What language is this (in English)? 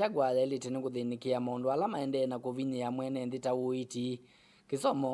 Kamba